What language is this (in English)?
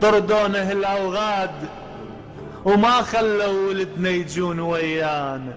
Mesopotamian Arabic